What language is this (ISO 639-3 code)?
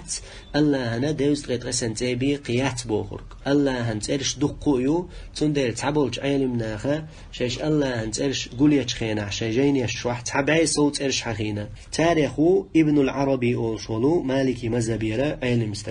che